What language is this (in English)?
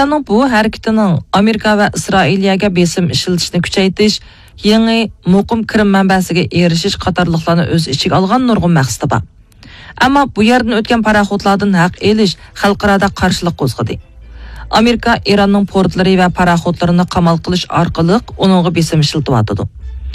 Uyghur